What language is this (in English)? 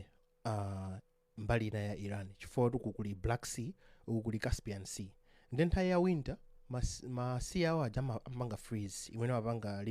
Nyanja